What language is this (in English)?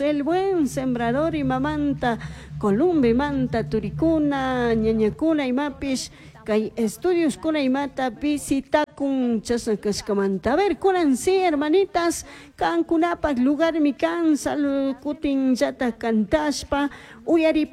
Chimborazo Highland Quichua